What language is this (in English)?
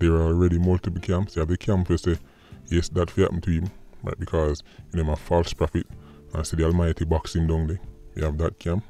Jamaican Creole English